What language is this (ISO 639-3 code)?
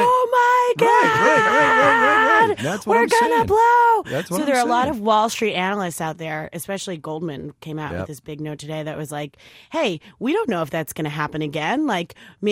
eng